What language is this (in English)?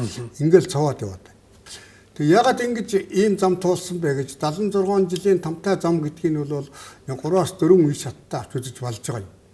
Mongolian